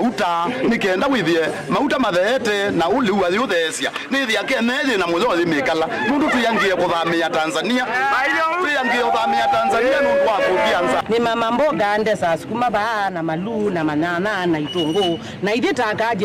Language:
Kamba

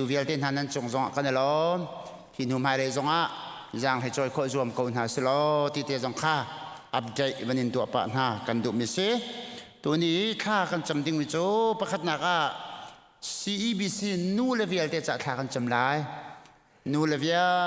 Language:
Hakha Chin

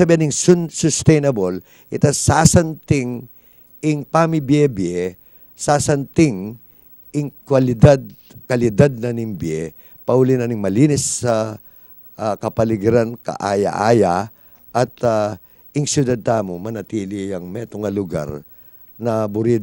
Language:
Pampanga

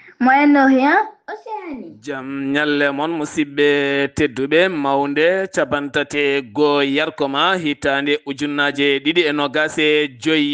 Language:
Fula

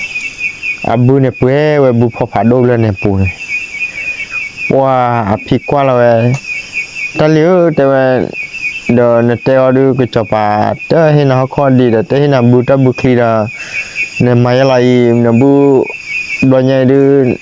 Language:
S'gaw Karen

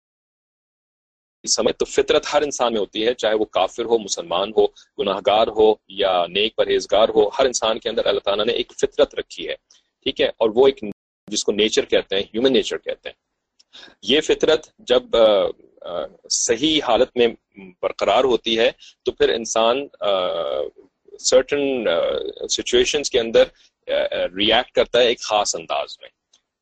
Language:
Urdu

